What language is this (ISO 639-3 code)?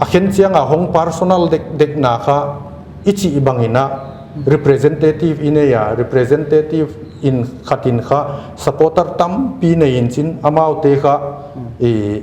pck